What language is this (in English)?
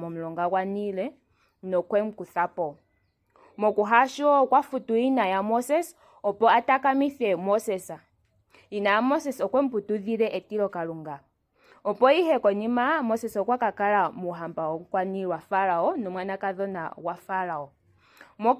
Ndonga